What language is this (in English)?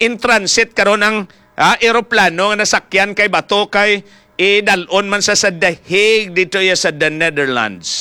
Hiligaynon